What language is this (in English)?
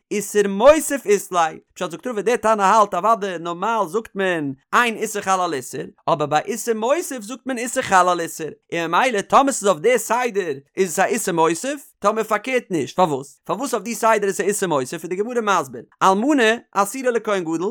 Yiddish